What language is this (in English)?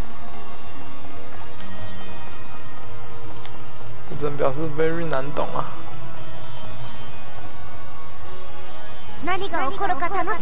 Japanese